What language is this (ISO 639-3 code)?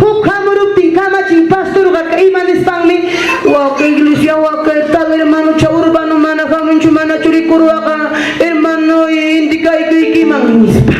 quy